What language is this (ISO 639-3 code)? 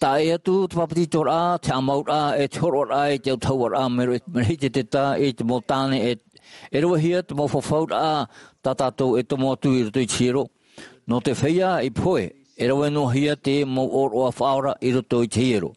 tah